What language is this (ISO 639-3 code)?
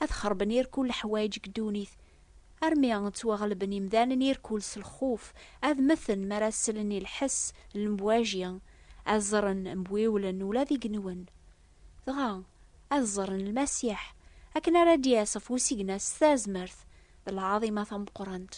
kab